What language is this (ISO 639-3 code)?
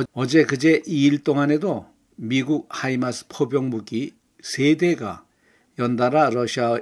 kor